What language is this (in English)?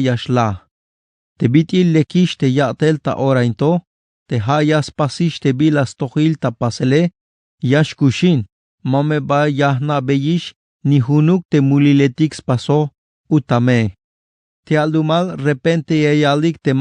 Tzeltal